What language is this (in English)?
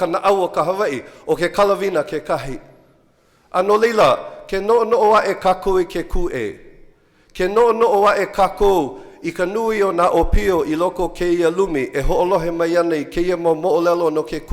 Hawaiian